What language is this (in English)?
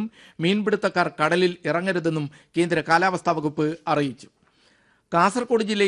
Malayalam